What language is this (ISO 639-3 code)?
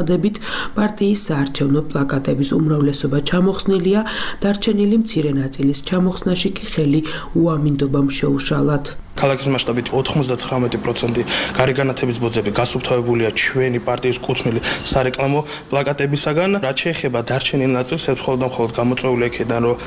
kat